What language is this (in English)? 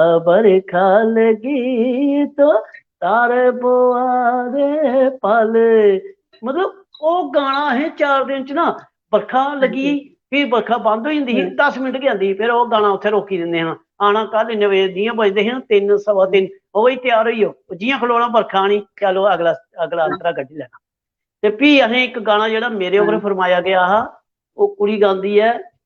Dogri